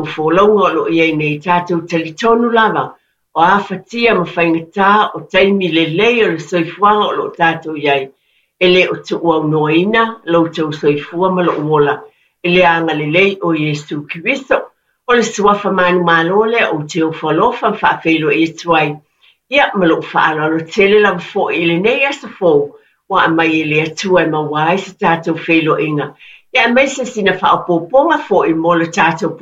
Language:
Samoan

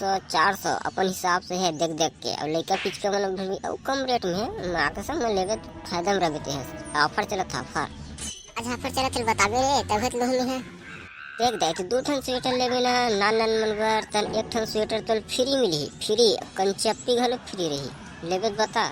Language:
Chhattisgarhi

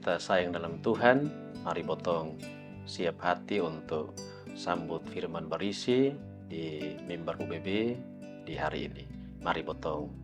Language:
Kupang Malay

